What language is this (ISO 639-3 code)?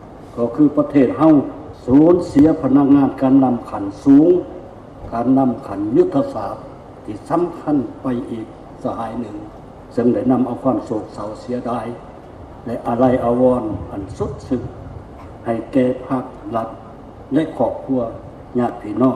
lao